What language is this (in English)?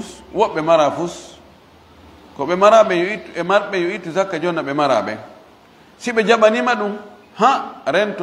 Fula